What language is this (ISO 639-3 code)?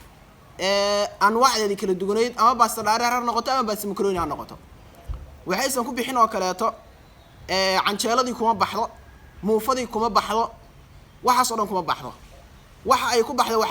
som